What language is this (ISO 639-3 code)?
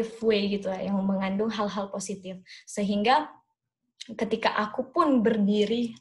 ind